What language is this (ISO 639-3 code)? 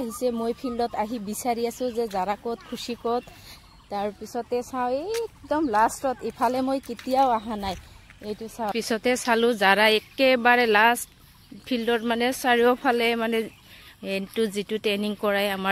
asm